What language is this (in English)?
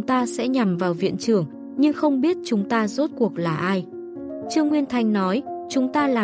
Vietnamese